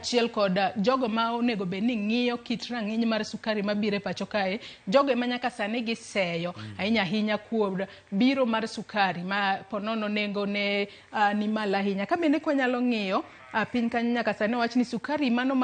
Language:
Luo (Kenya and Tanzania)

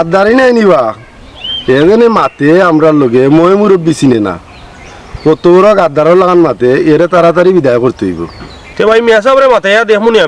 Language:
Sylheti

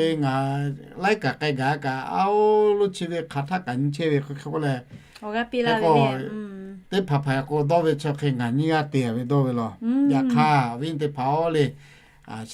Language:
Lahu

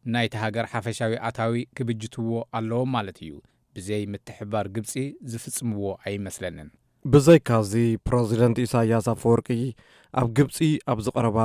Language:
Tigrinya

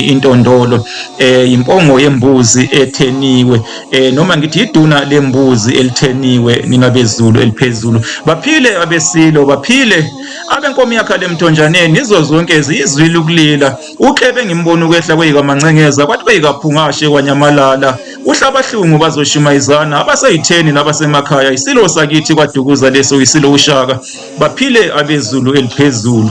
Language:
Zulu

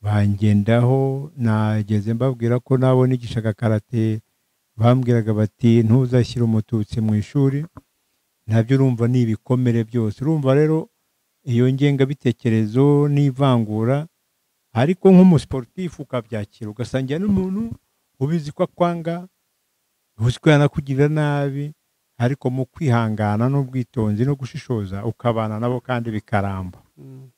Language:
Kinyarwanda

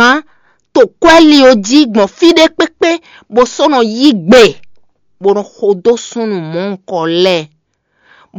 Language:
Fon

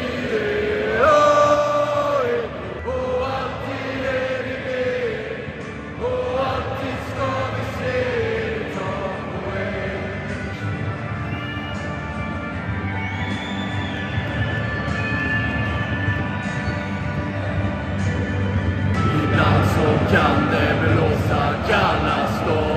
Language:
Swedish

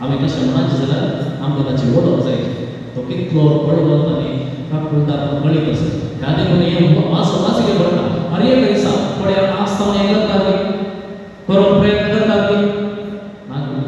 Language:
Konkani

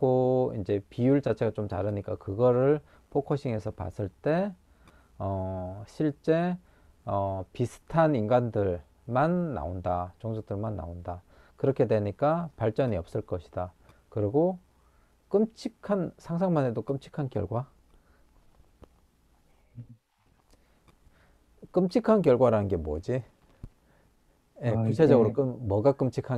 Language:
Korean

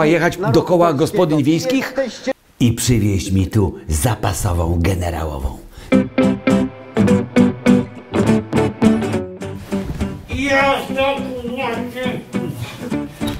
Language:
Polish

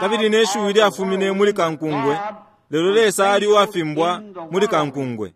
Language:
Bemba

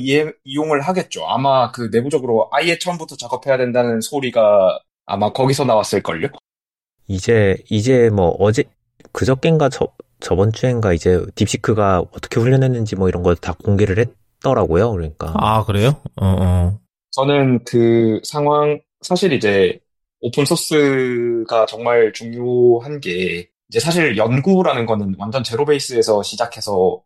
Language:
Korean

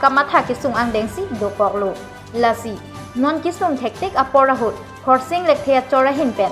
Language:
Karbi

